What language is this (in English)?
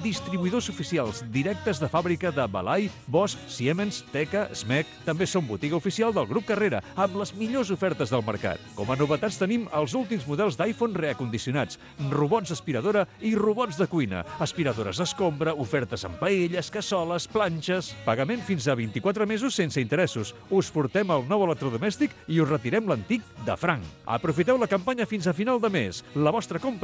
Catalan